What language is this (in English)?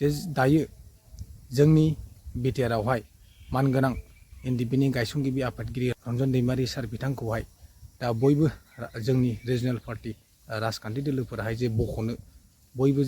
Bodo